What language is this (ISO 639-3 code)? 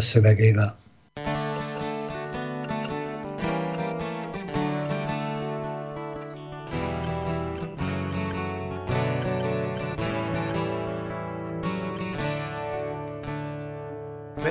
hun